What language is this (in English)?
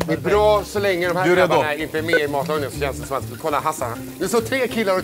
Swedish